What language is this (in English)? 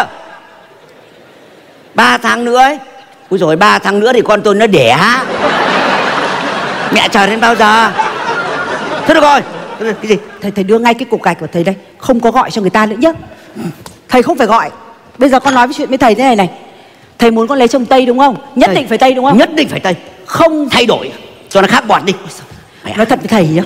Vietnamese